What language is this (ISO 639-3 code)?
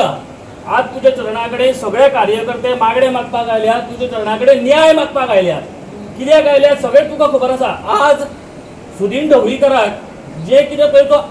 kok